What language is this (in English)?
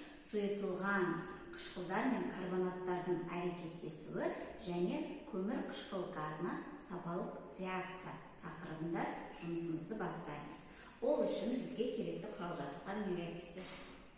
Kazakh